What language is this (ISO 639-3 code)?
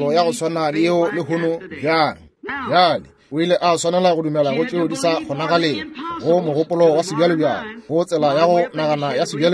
nso